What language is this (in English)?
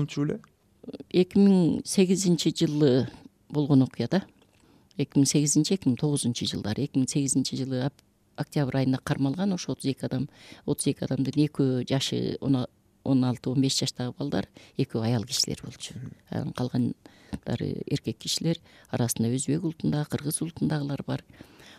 Kyrgyz